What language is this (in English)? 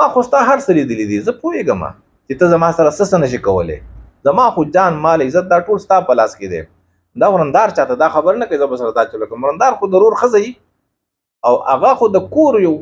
Pashto